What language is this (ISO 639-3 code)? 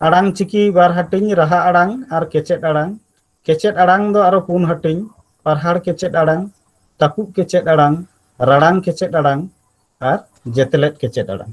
sat